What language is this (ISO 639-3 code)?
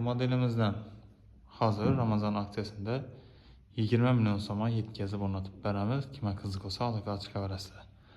uzb